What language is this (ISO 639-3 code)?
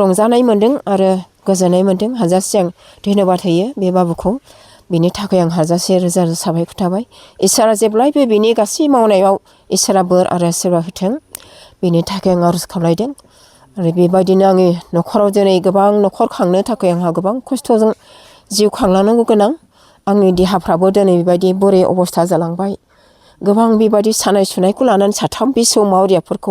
brx